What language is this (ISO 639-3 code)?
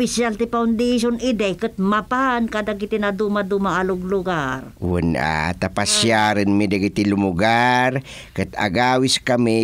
ilo